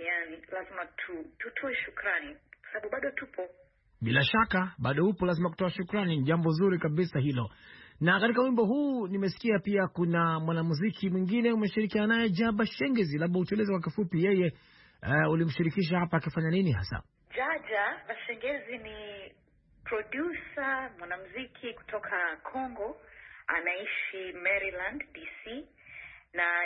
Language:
Swahili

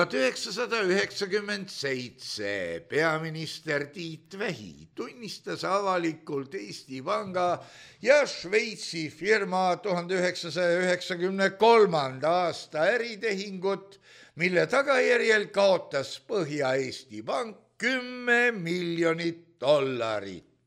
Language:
Estonian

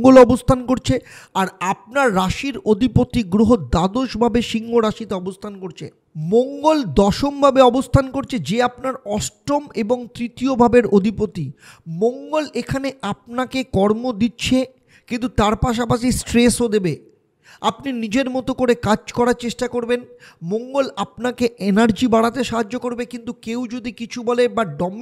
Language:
Bangla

